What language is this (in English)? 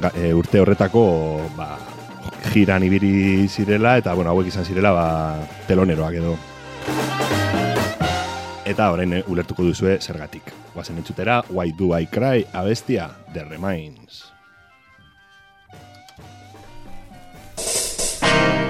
Basque